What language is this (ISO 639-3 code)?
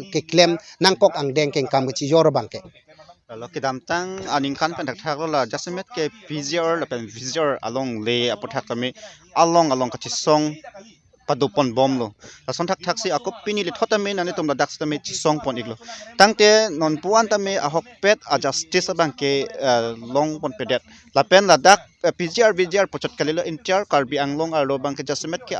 mjw